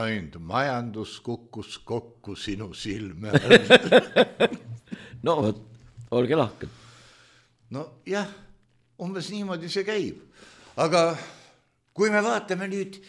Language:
Estonian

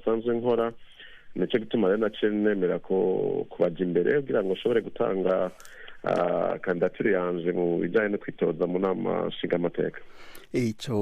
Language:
Rundi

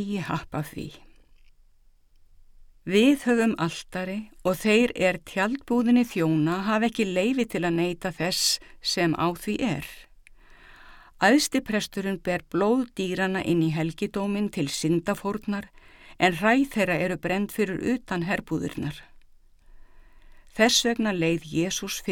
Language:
Icelandic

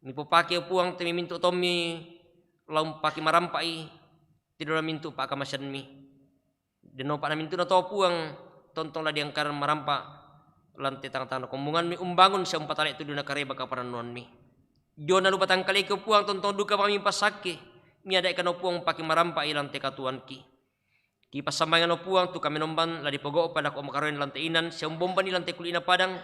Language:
Toraja-Sa'dan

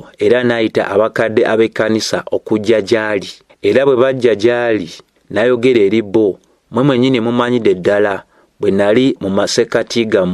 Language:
Ganda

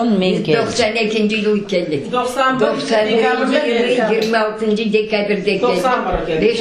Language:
Crimean Tatar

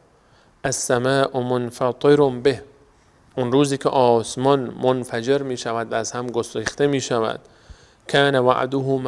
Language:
Persian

